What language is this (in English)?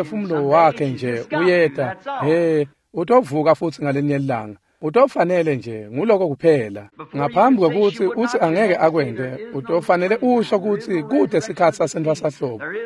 Swati